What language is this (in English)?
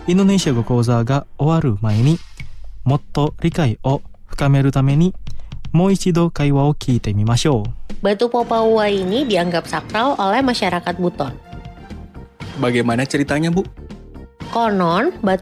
Indonesian